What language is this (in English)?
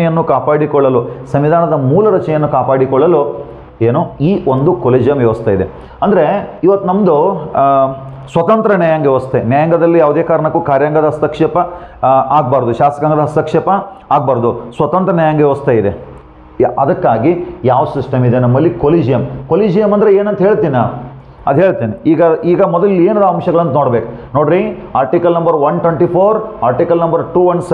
Kannada